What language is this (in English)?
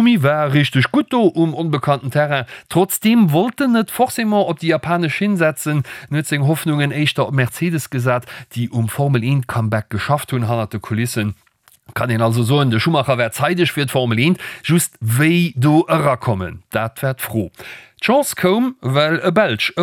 Luxembourgish